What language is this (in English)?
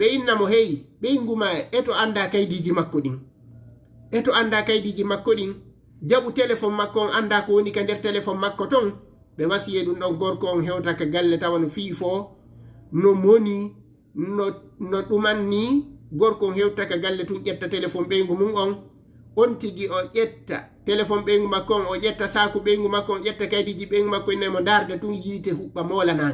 Fula